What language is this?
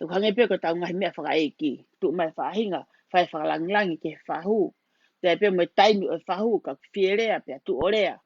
Tongan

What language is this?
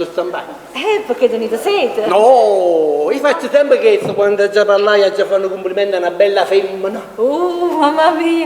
Neapolitan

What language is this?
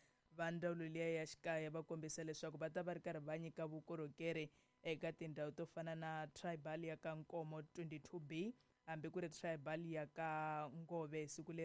Tsonga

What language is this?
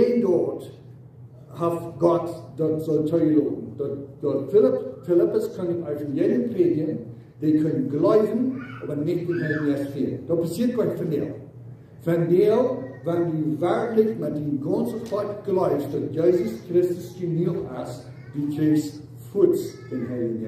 Plautdietsch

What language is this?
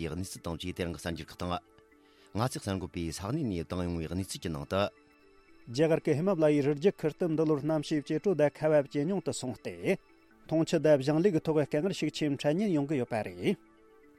Tibetan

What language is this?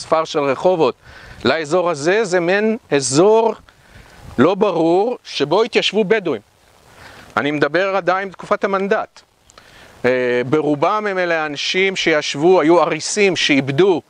Hebrew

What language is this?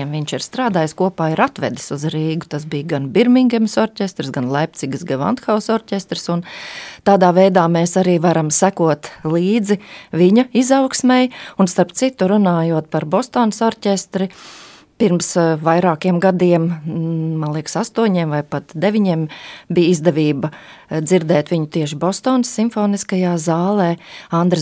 Latvian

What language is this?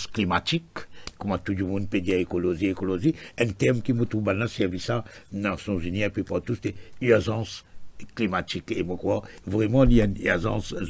Morisyen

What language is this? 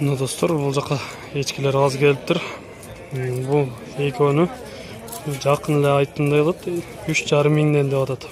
Kyrgyz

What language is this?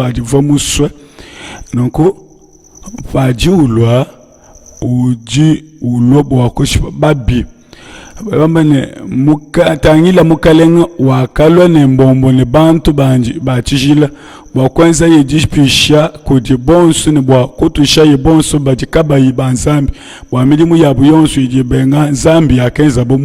Luba-Lulua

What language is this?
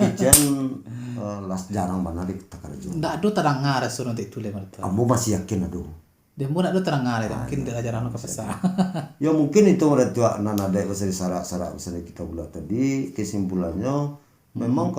Minangkabau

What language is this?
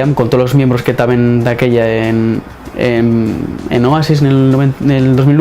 Asturian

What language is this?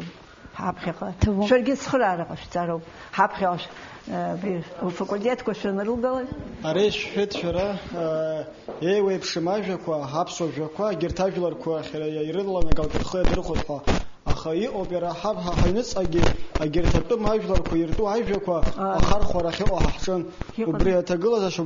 Abkhazian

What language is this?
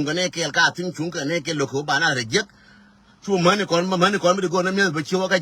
Nuer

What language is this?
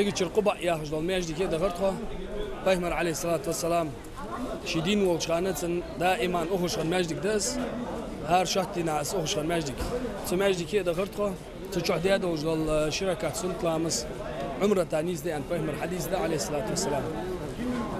Ingush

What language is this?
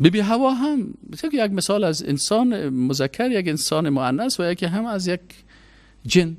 Persian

